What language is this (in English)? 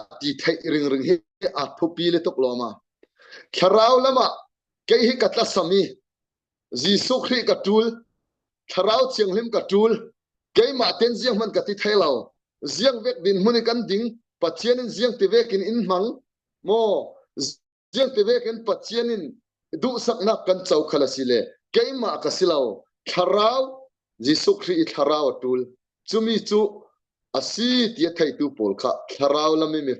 Falam Chin